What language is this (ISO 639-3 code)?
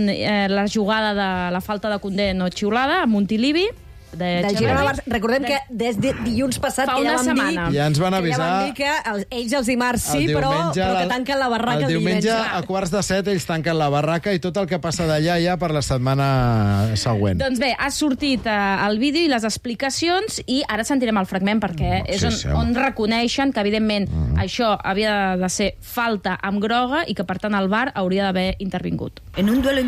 cat